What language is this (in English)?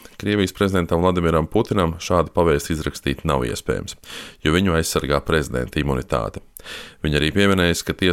Latvian